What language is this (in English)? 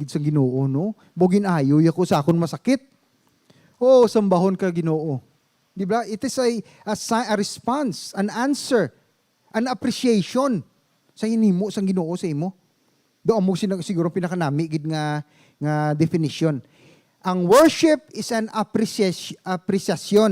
Hiligaynon